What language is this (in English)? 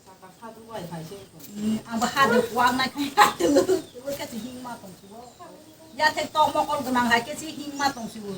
Kok Borok